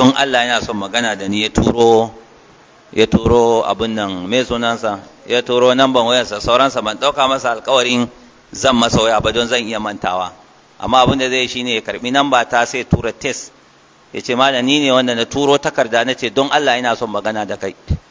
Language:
Hausa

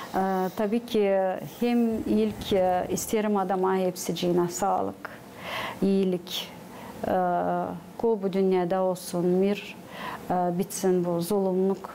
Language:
Gagauz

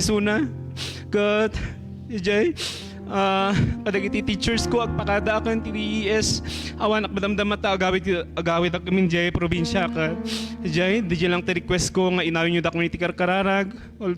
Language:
Iloko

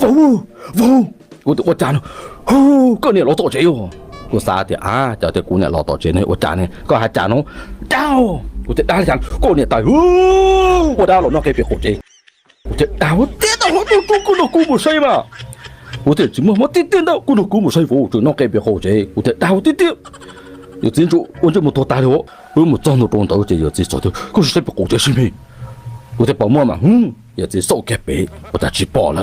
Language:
Hmong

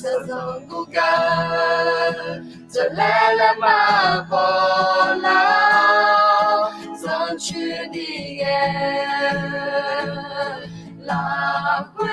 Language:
Akha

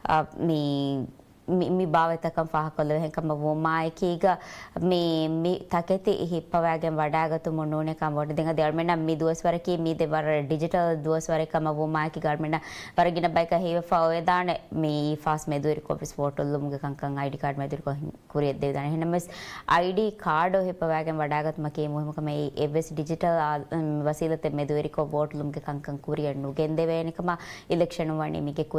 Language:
Divehi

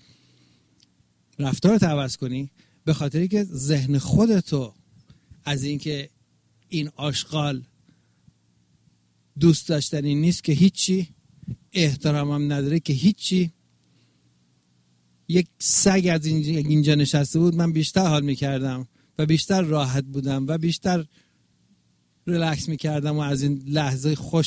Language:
Persian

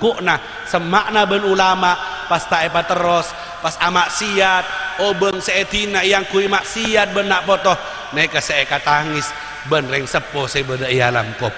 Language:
Madurese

